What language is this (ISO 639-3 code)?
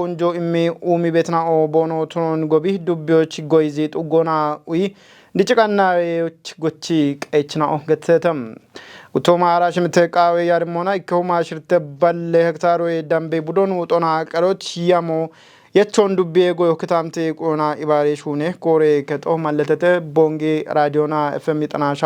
kbr